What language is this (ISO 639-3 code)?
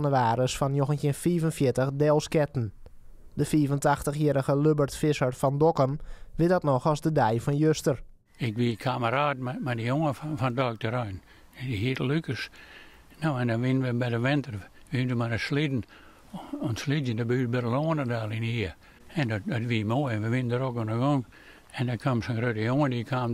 fry